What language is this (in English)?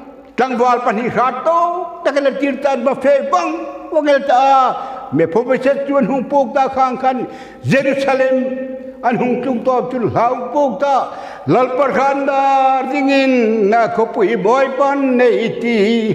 Hmar